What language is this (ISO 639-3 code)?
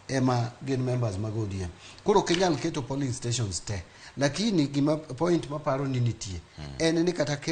luo